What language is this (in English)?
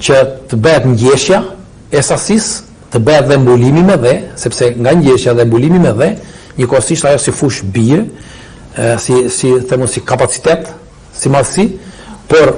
Albanian